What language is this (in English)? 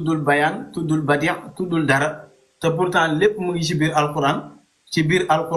Wolof